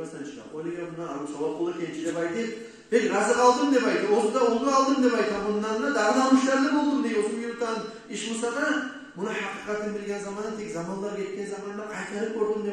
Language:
Kumyk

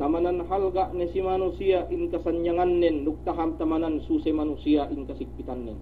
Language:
Yakan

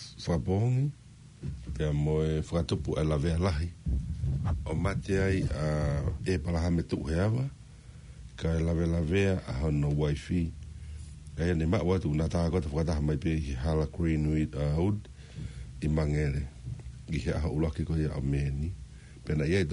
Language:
Tongan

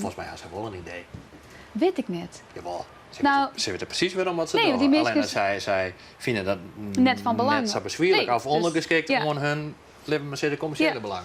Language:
Western Frisian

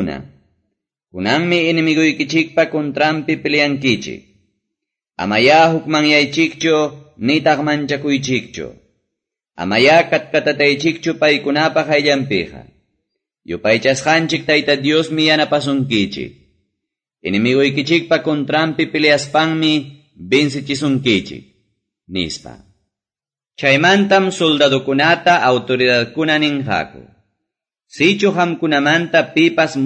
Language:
Quechua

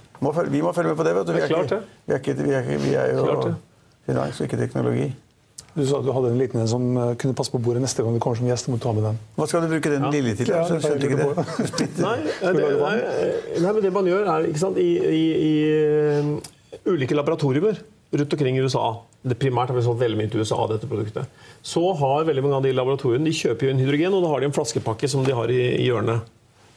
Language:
Norwegian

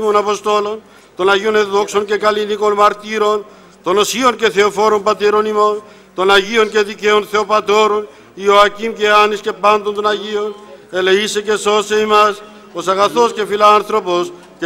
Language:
Greek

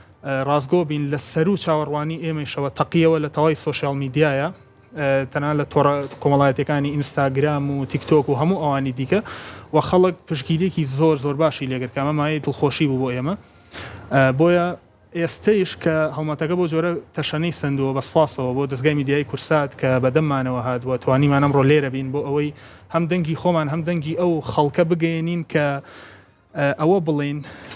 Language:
Central Kurdish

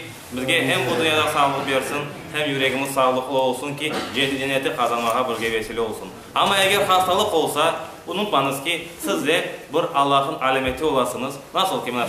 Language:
Crimean Tatar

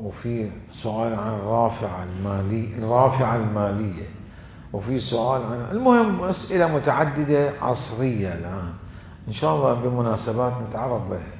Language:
Mesopotamian Arabic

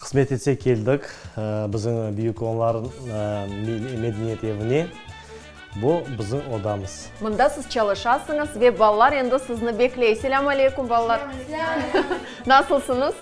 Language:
Crimean Tatar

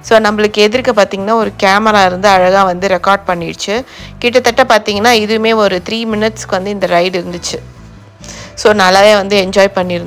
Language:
Tamil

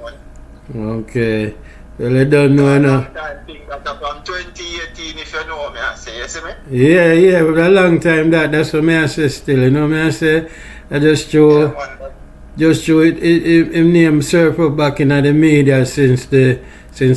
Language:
Jamaican Creole English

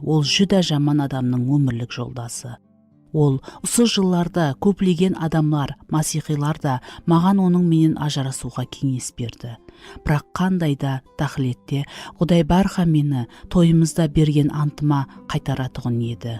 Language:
Kara-Kalpak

